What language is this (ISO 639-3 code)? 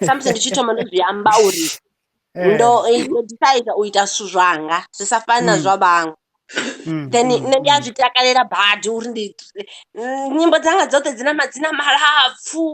ven